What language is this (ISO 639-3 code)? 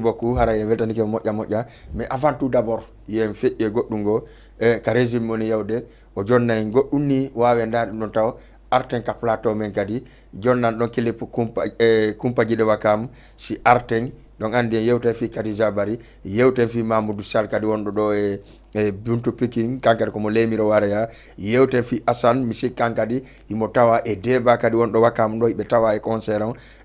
ful